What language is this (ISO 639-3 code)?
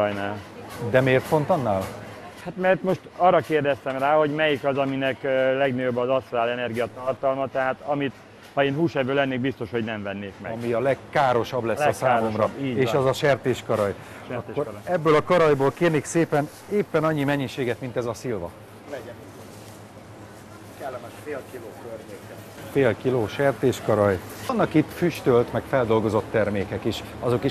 hun